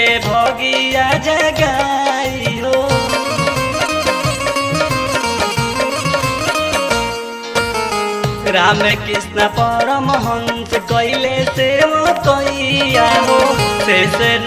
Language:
Bhojpuri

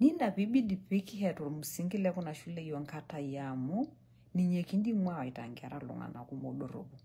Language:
Masai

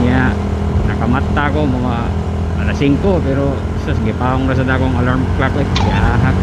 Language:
Cebuano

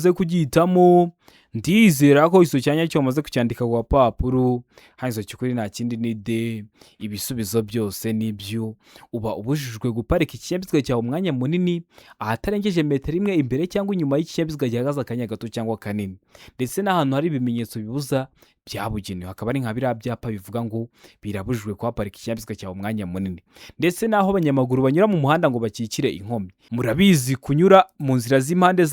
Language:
Kinyarwanda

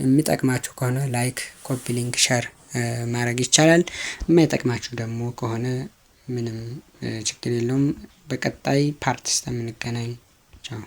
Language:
Amharic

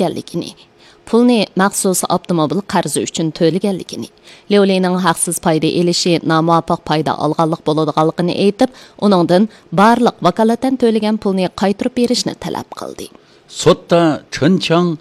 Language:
Uyghur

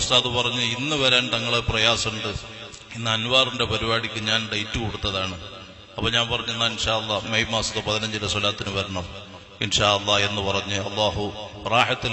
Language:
Malayalam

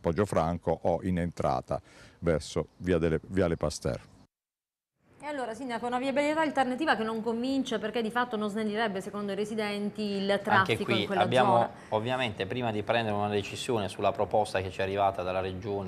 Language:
Italian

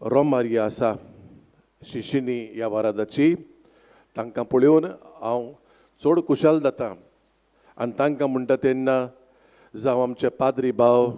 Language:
Konkani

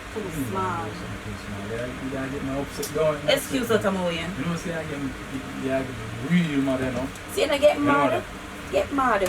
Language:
Jamaican Creole English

